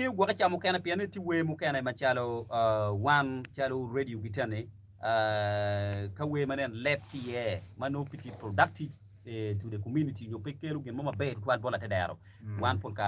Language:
Acoli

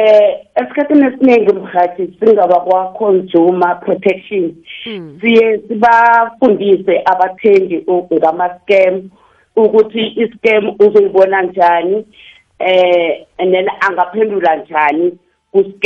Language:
South Ndebele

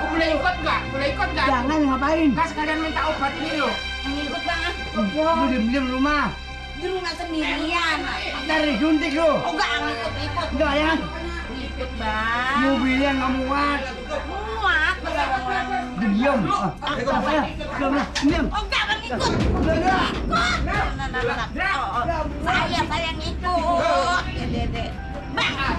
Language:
Betawi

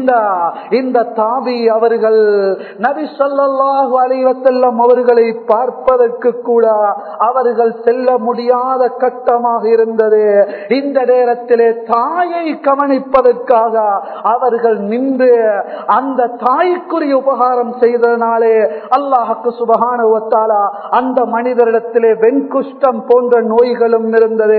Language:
Tamil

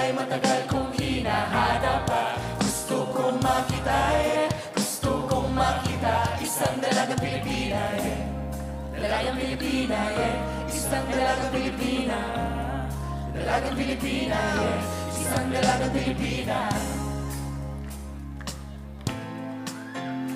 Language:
Filipino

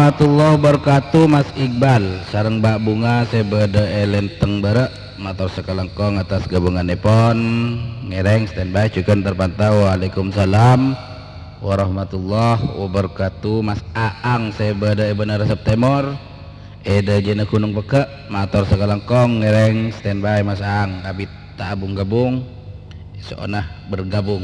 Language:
Madurese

